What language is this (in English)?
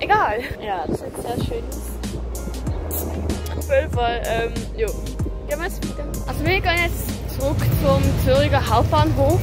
Swiss German